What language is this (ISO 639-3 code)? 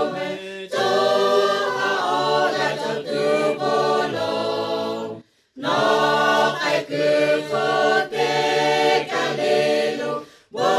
lhu